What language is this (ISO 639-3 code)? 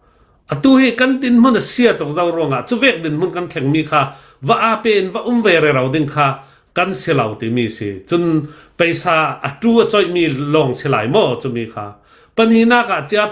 cnh